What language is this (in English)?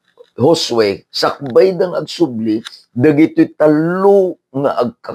Iloko